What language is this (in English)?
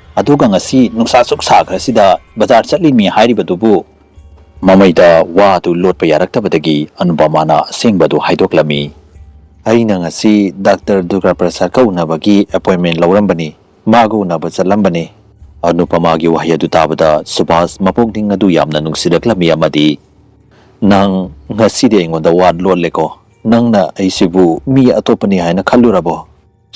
Manipuri